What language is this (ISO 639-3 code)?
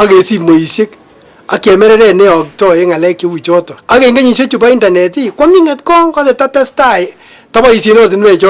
kln